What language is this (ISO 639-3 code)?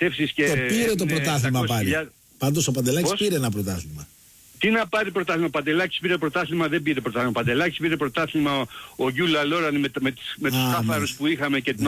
ell